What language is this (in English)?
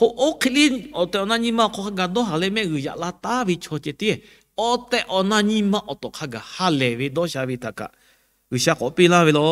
Lahu